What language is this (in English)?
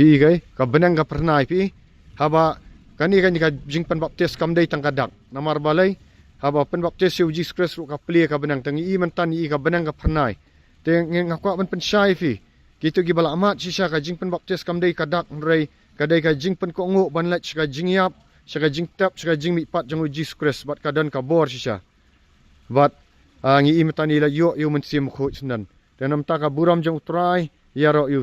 Khasi